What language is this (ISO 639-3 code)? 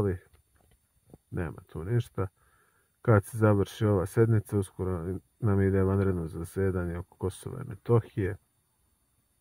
srp